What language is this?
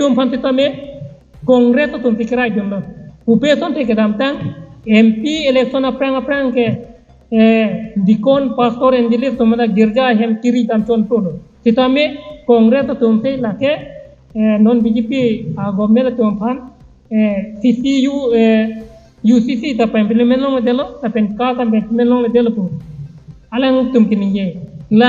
Karbi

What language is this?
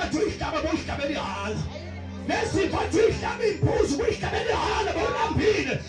Zulu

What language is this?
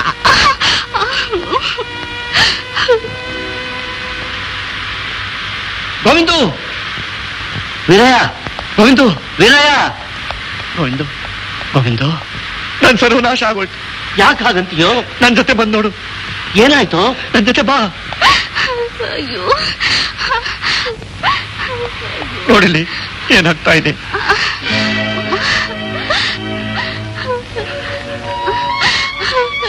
Kannada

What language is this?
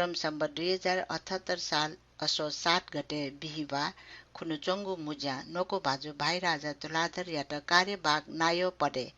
Newari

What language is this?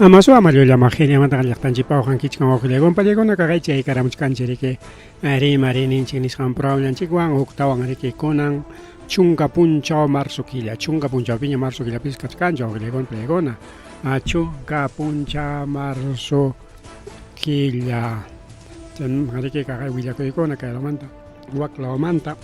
Ayacucho Quechua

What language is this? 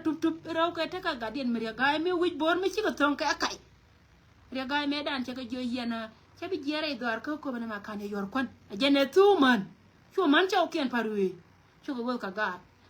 Nuer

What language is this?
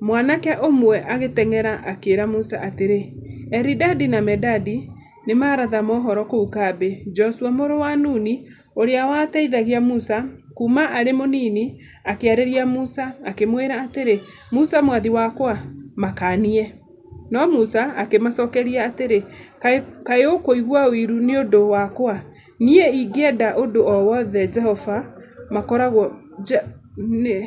Kikuyu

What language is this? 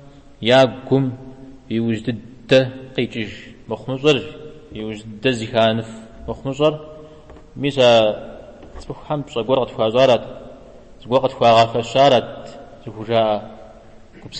Kabardian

